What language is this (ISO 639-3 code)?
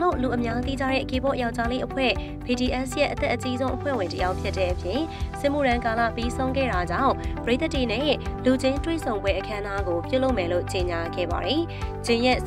mya